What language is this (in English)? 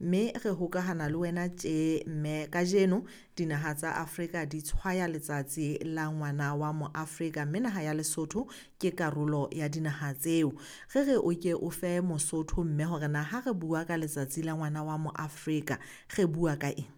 Southern Sotho